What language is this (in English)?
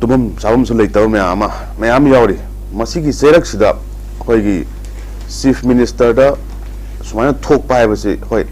Manipuri